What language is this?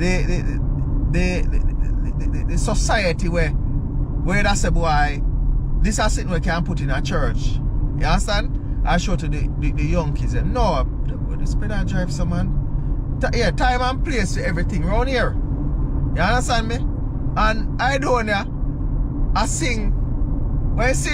Jamaican Creole English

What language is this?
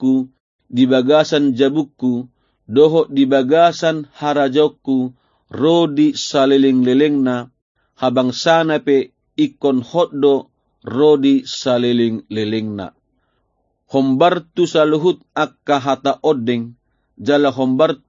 Batak Toba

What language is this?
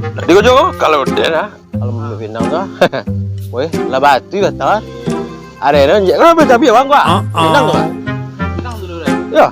Minangkabau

